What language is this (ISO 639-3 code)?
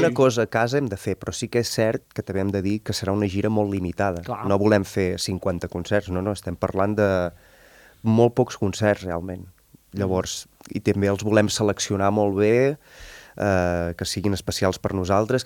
cat